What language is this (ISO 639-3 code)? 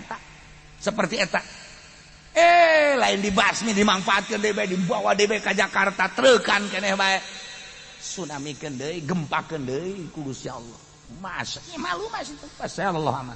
sun